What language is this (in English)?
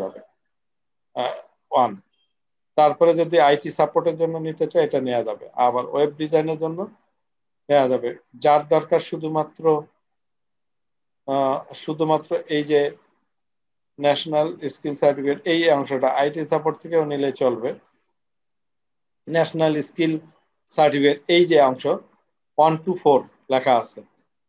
Bangla